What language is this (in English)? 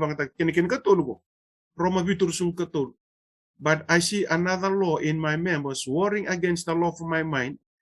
Fijian